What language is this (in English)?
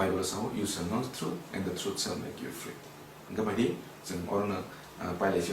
Kok Borok